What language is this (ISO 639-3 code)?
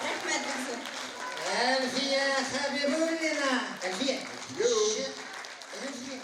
tat